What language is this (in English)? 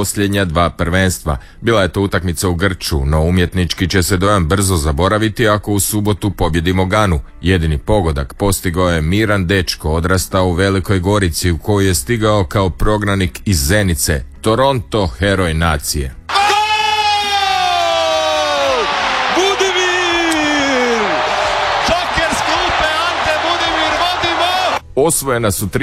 Croatian